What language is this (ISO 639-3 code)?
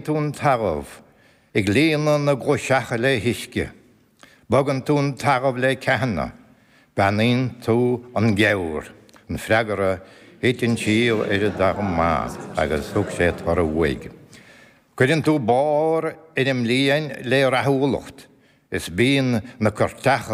gle